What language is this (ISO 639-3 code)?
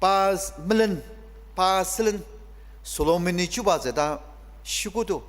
njo